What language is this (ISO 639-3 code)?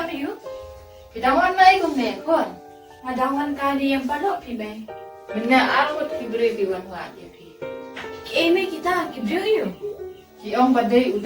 kha